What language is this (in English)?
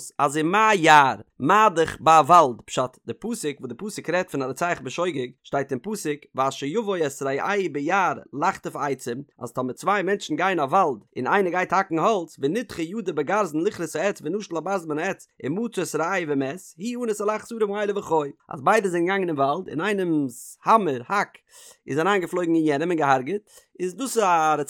Yiddish